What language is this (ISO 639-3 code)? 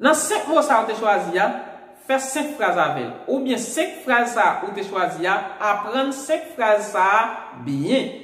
hat